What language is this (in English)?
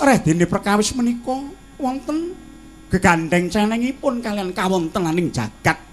Javanese